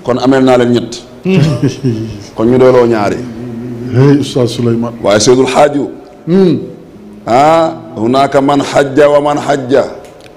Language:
Wolof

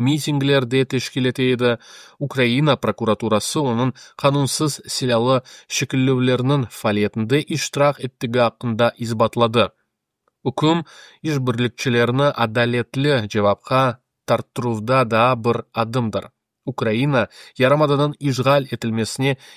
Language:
Crimean Tatar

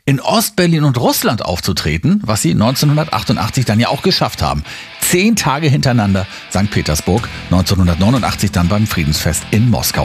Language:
German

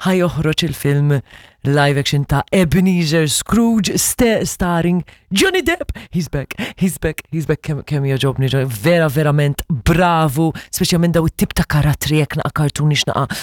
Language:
Maltese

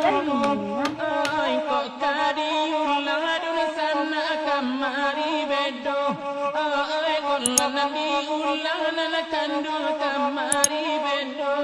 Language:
Minangkabau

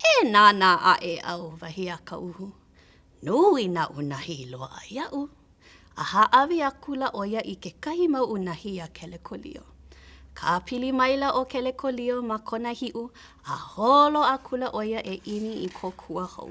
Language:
Hawaiian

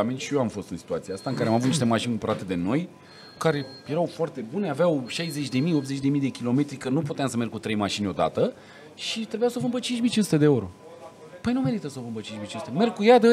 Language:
Romanian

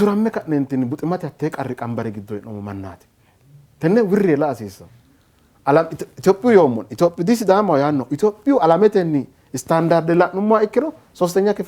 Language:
Sidamo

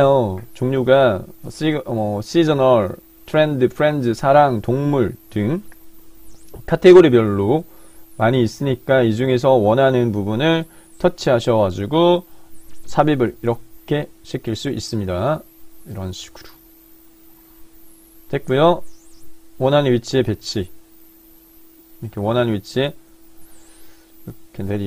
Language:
Korean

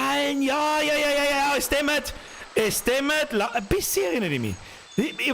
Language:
Bavarian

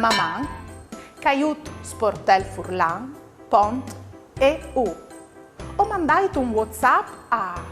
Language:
Friulian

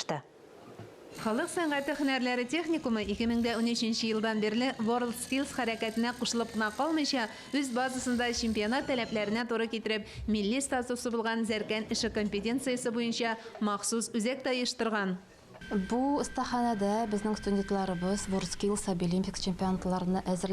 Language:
Tatar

